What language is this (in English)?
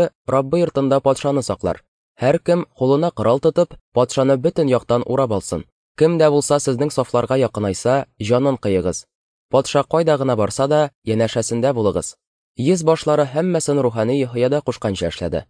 Tatar